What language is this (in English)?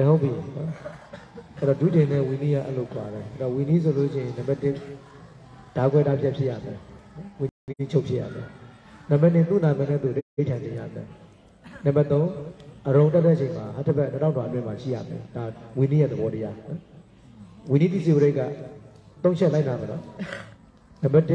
Burmese